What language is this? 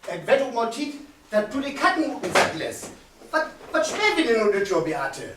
Low German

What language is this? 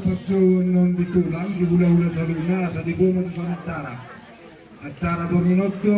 Batak Toba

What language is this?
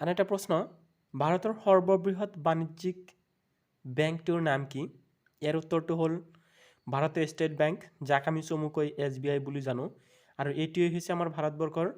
Assamese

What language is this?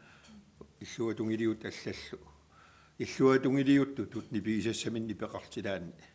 Kalaallisut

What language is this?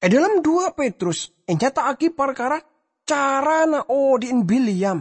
Madurese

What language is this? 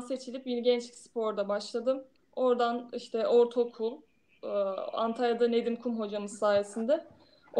Turkish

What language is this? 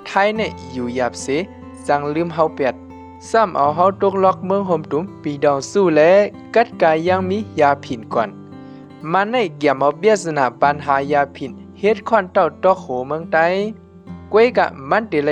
Shan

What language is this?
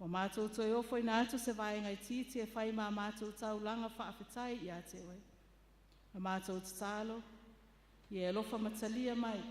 Samoan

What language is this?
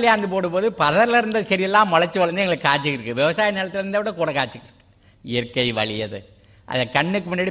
Tamil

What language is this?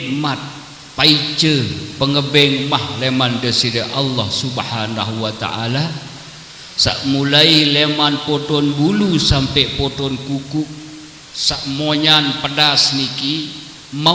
Sasak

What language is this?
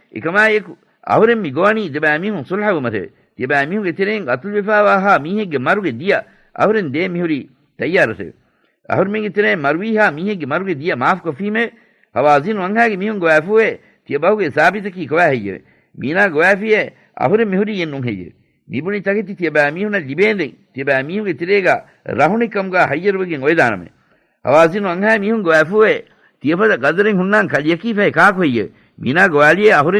Divehi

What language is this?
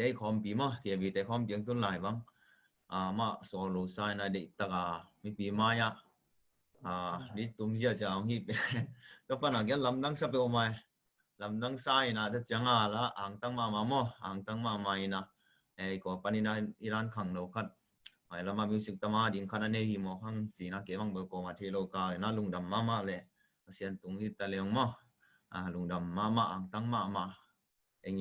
Tedim Chin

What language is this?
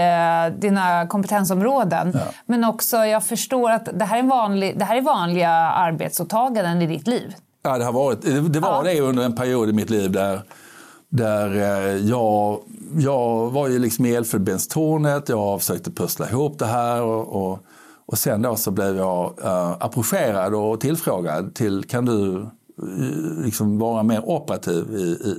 Swedish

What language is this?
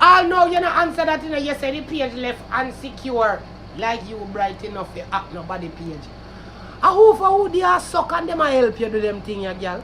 Jamaican Creole English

